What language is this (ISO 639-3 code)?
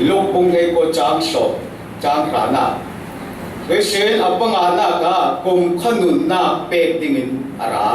cfm